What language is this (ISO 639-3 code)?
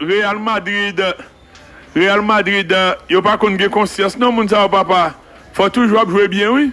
hat